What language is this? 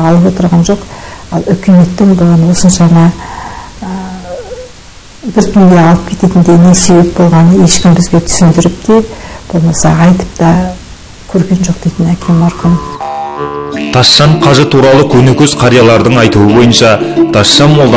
Kazakh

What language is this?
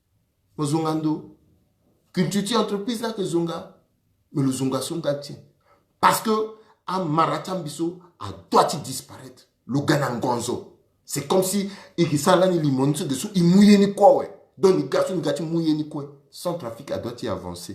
Sango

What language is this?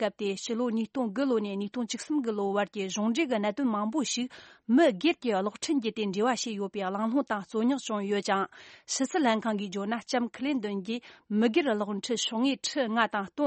Tibetan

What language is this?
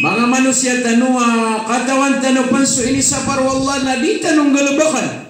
Maranao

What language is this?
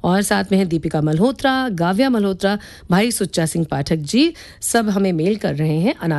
Hindi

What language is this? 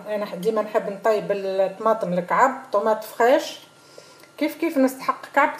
Tunisian Arabic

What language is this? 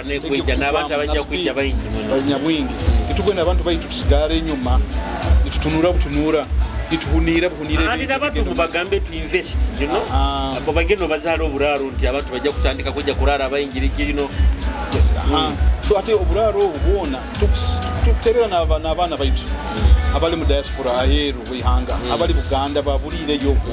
Nyoro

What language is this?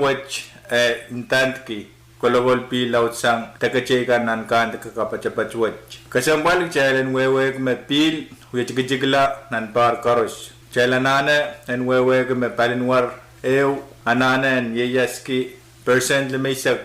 Pohnpeian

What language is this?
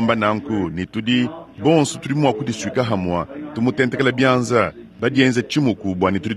Luba-Lulua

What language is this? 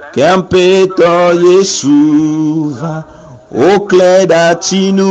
Ewe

